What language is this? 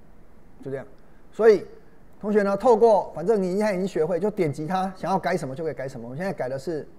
Chinese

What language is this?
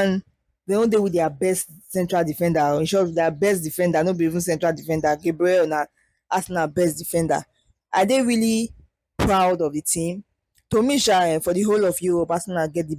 Nigerian Pidgin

